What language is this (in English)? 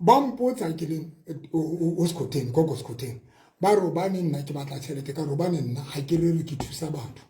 Southern Sotho